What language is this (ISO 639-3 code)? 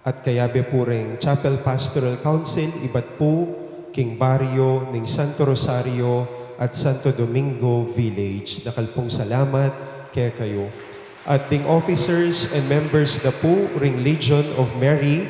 pam